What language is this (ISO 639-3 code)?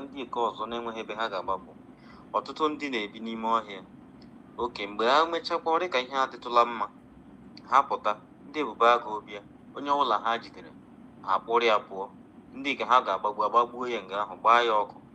ibo